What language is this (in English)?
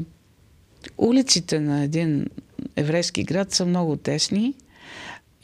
Bulgarian